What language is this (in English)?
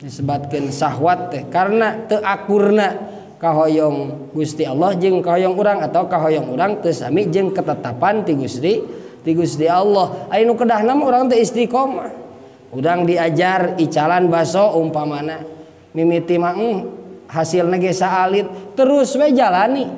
Sundanese